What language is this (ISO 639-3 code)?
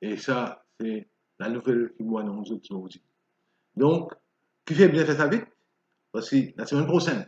mfe